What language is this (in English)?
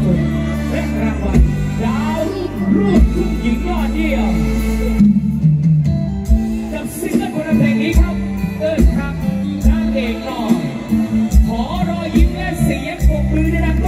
Thai